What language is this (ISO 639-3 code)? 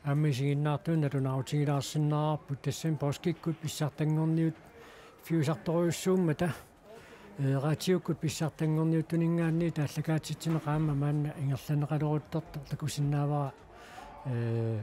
kal